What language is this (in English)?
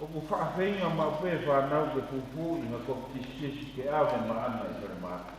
Tongan